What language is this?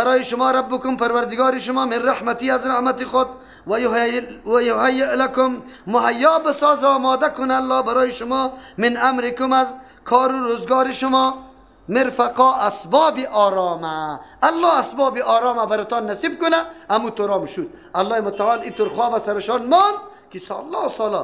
Persian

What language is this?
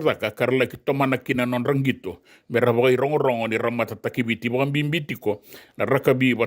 Fijian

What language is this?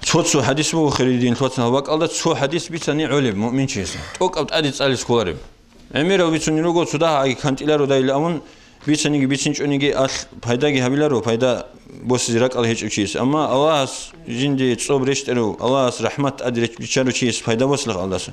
Avaric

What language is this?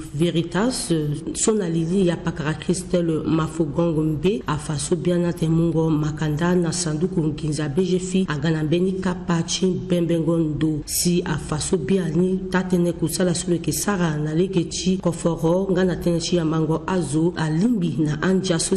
Sango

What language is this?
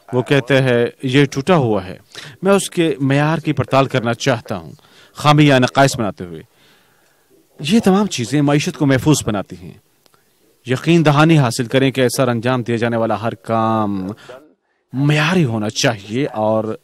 Urdu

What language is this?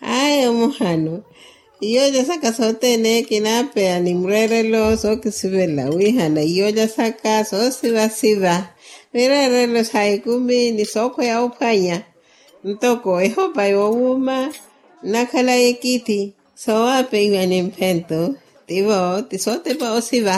Makhuwa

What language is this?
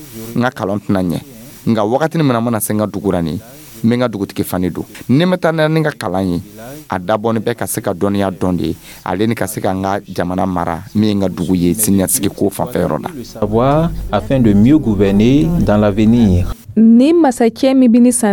Dyula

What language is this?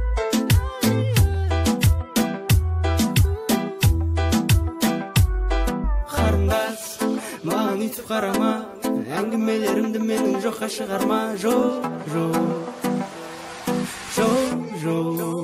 Kazakh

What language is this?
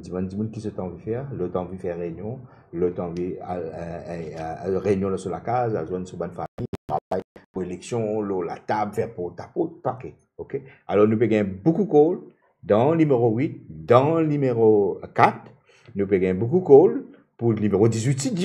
Morisyen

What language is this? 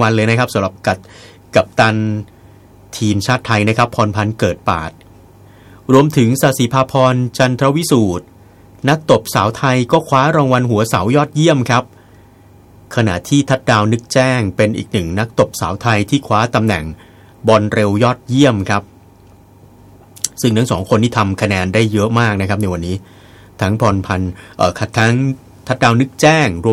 Thai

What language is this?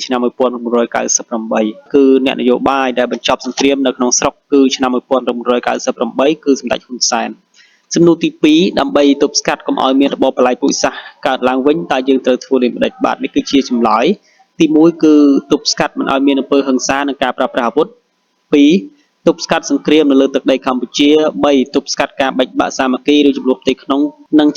Khmer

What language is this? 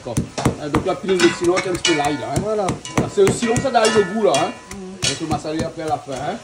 Réunion Creole French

